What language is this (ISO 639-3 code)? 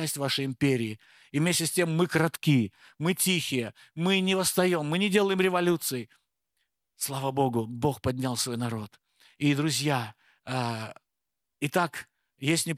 rus